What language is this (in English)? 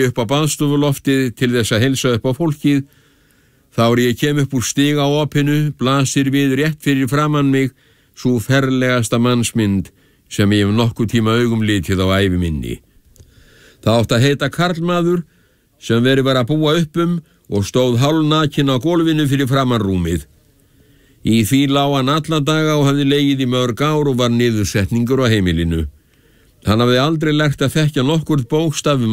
Icelandic